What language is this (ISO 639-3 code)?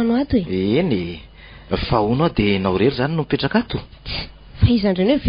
mlg